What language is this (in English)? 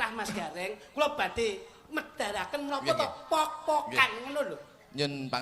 Javanese